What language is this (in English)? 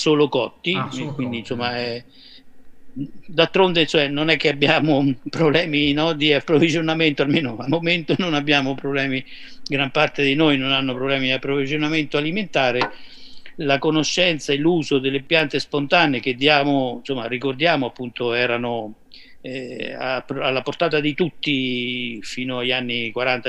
Italian